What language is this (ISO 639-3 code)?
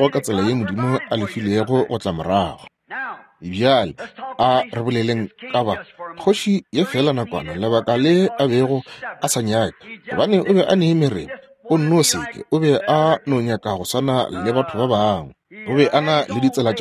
nso